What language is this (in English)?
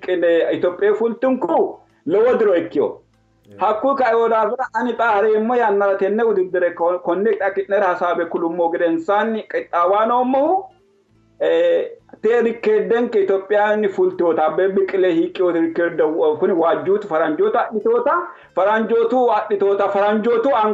Sidamo